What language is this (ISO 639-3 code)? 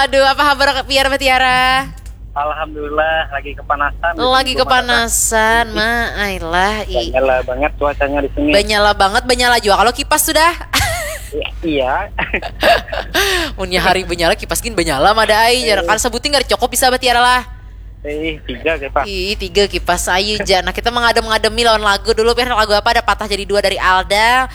bjn